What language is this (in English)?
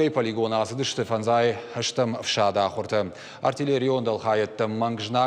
Ossetic